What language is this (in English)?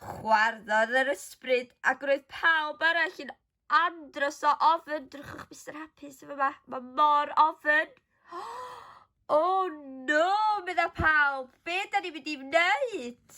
Welsh